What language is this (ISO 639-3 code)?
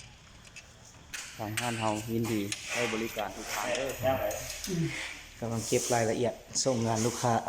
lao